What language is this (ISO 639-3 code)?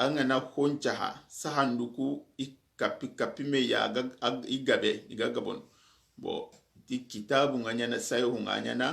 snk